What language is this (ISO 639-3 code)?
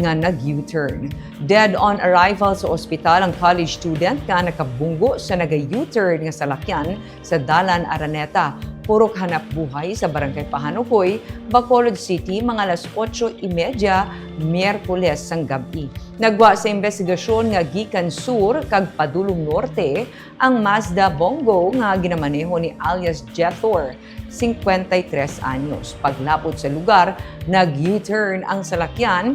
hil